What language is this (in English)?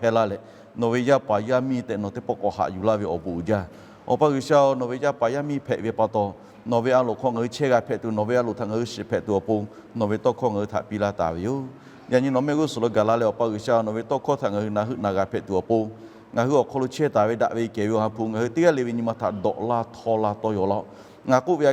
Lahu